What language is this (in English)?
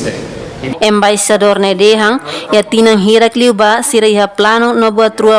Tetum